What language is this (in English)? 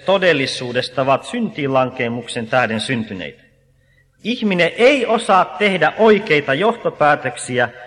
Finnish